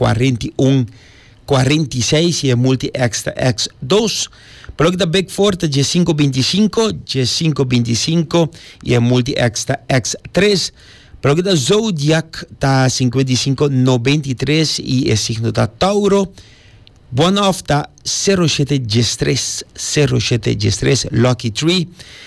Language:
Papiamento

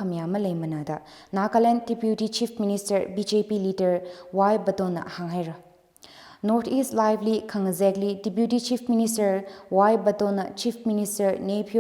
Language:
Tangkhul Naga (India)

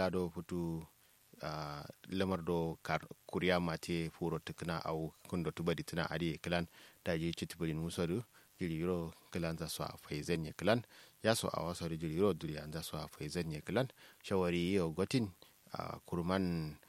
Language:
Kanuri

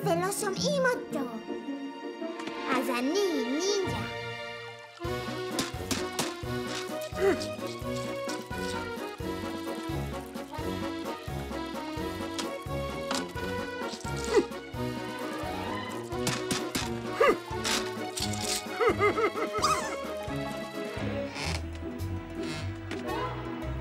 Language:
Hebrew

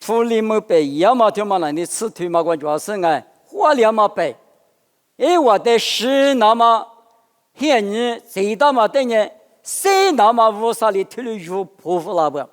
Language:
Lisu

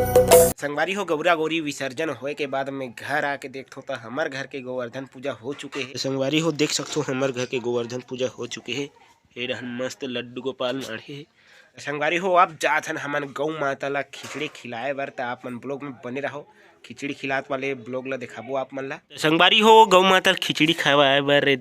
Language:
Chhattisgarhi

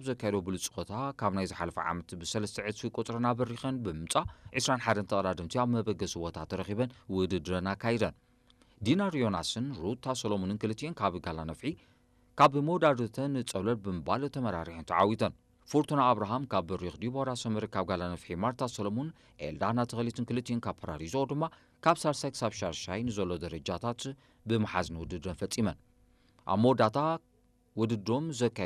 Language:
Tigrinya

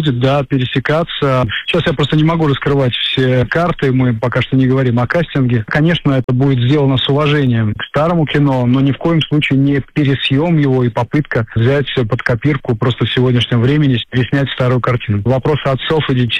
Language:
Russian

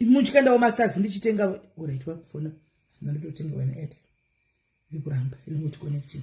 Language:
Shona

